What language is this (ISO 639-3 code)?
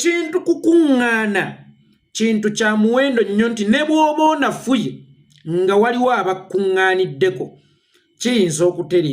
lug